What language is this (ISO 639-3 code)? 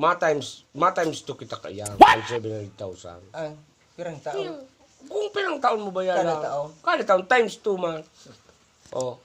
bik